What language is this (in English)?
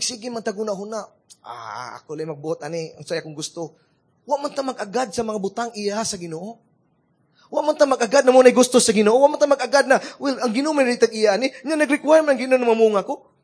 Cebuano